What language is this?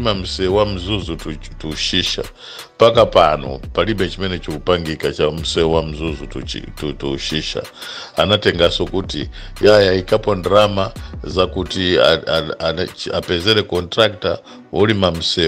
Nyanja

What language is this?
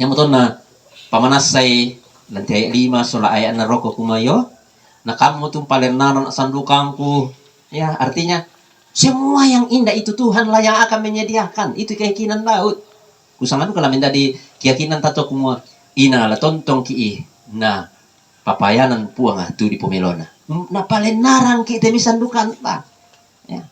Toraja-Sa'dan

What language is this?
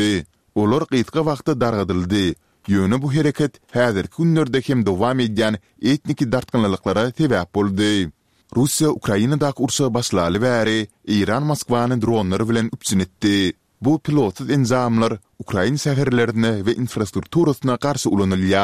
Turkmen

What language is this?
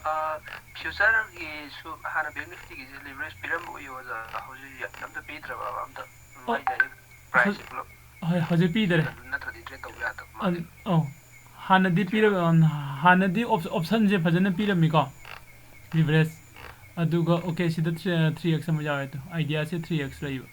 Manipuri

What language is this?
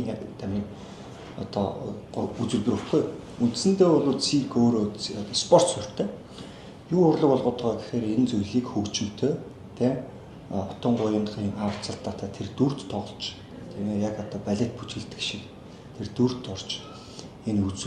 Mongolian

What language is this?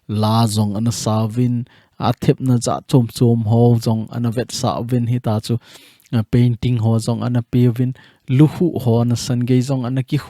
Thado Chin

